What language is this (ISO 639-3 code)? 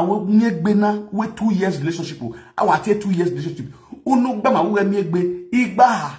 pcm